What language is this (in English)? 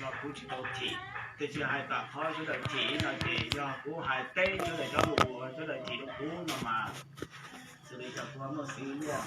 Hmong